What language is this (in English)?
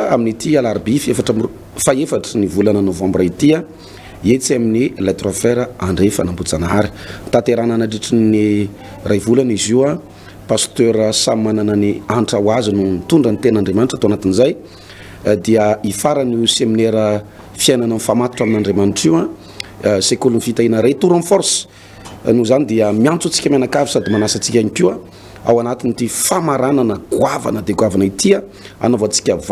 Malagasy